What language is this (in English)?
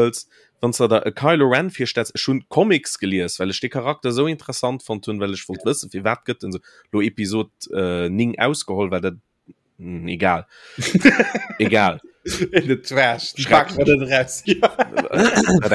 Luxembourgish